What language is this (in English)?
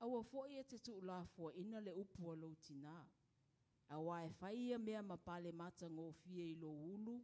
Samoan